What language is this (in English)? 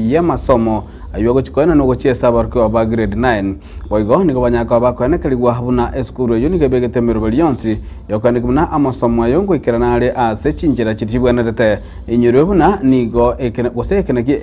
Gusii